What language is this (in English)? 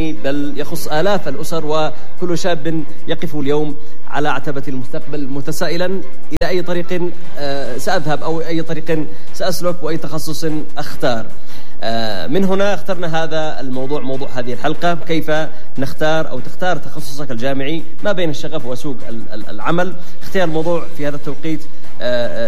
Arabic